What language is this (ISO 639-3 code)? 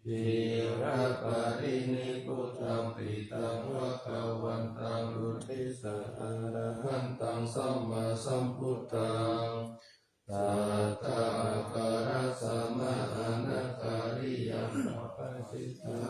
pli